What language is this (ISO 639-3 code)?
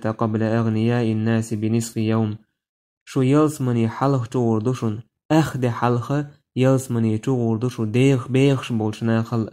che